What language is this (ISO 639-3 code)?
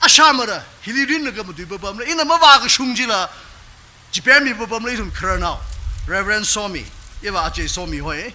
nmf